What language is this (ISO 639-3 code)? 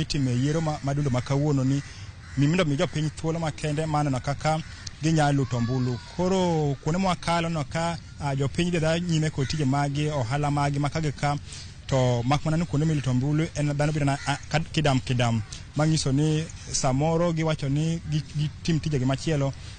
luo